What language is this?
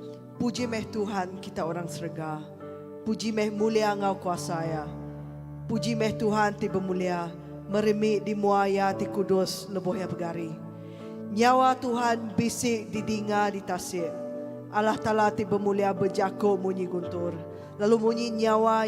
Iban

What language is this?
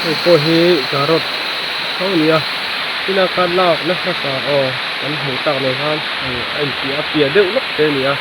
Mizo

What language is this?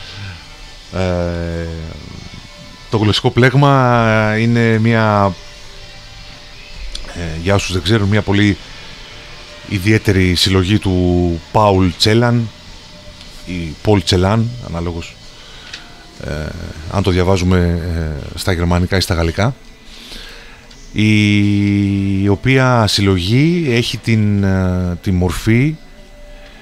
Greek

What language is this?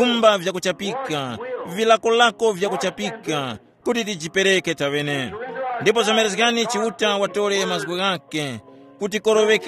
Tumbuka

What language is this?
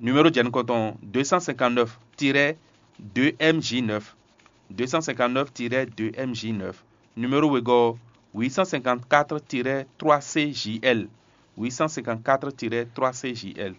Fon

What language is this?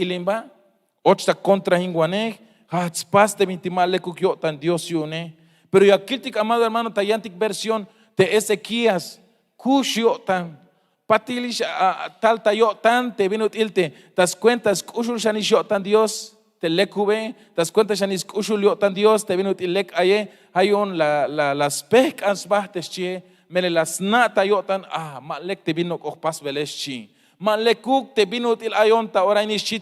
Tzeltal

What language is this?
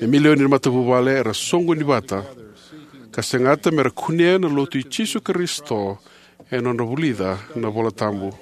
Fijian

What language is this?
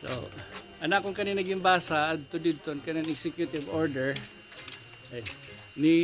Waray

